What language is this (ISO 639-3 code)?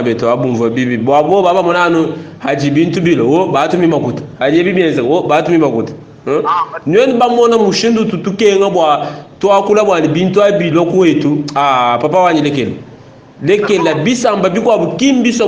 lua